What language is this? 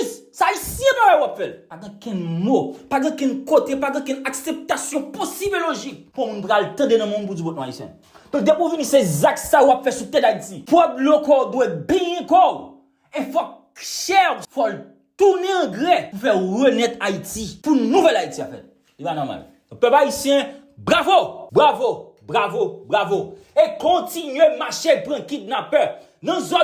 Haitian Creole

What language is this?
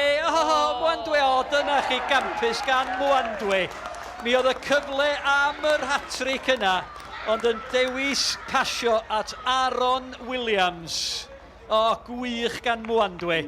Welsh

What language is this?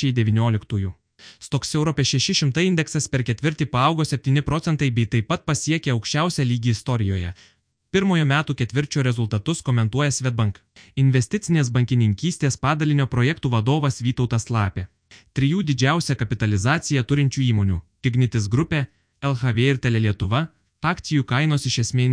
Lithuanian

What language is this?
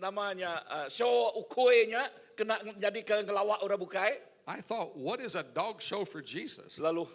Iban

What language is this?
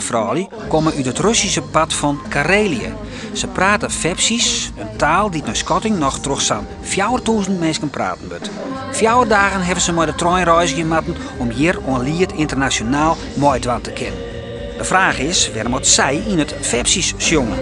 Western Frisian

